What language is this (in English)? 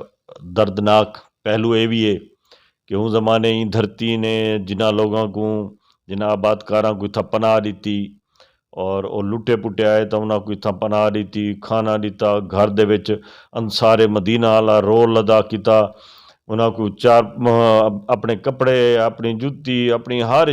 Western Panjabi